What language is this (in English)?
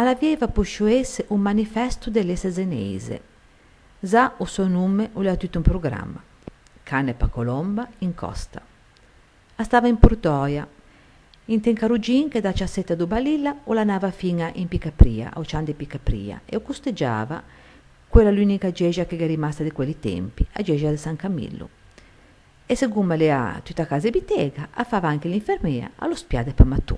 Ligurian